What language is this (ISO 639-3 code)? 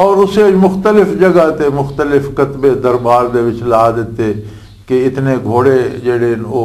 lah